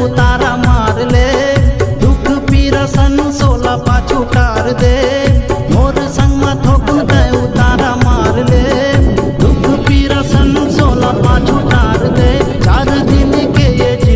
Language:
Chhattisgarhi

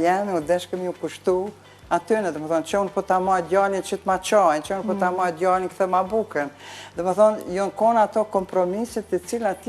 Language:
Albanian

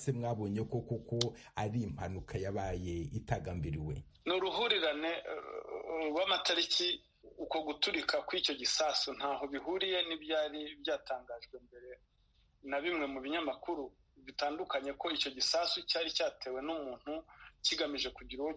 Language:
Kinyarwanda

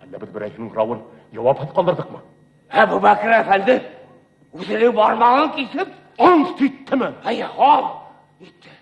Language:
Bashkir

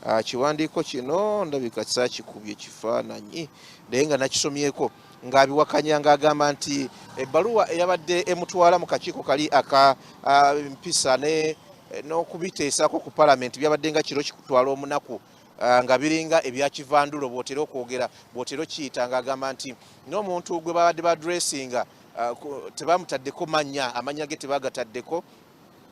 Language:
Ganda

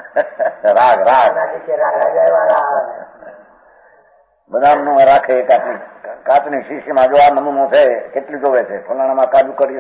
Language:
Gujarati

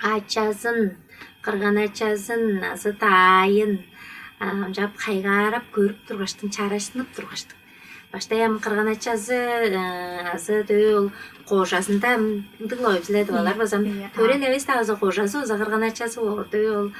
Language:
Tuvinian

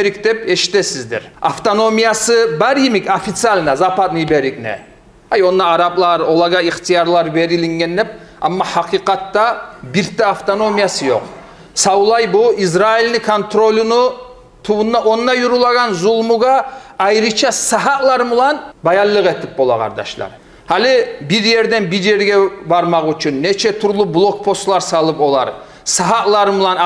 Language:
Kumyk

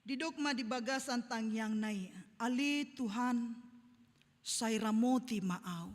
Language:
Batak Toba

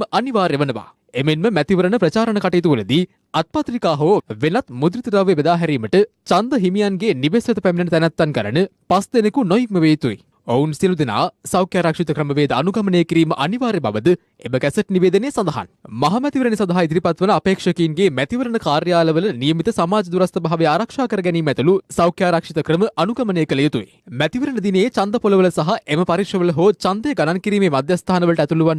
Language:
Sinhala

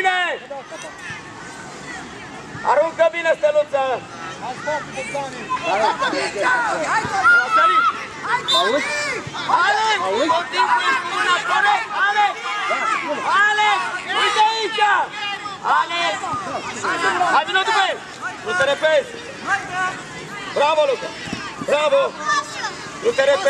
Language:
Romanian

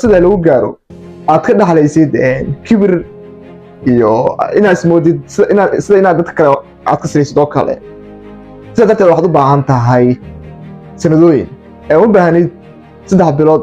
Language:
Somali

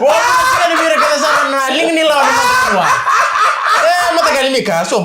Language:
Fijian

